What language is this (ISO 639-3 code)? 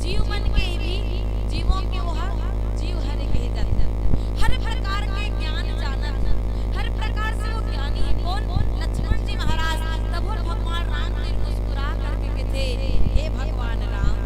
hne